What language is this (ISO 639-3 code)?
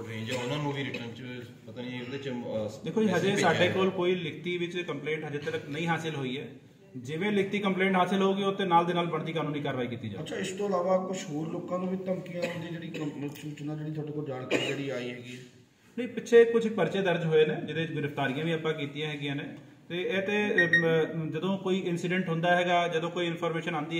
pan